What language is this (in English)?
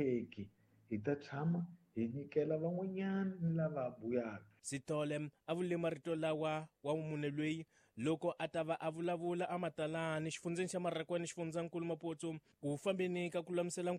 Tsonga